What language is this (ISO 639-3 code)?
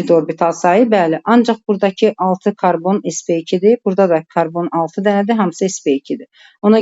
aze